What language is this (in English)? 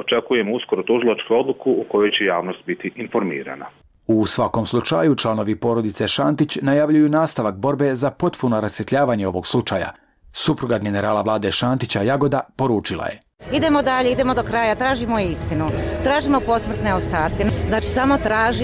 Bosnian